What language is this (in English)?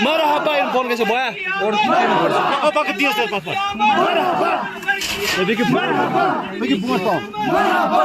Kashmiri